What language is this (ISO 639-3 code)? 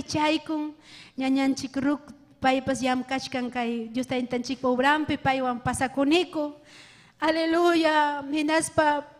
quy